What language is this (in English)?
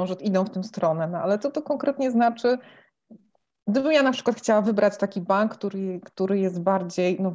Polish